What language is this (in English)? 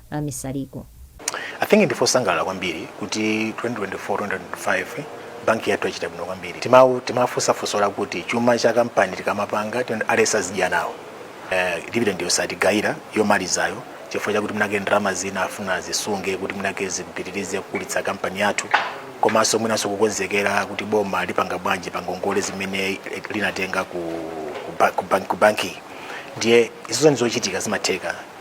Nyanja